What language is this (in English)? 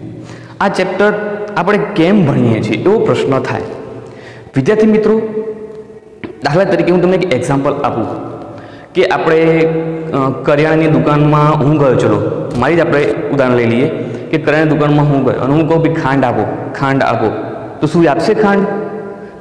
Gujarati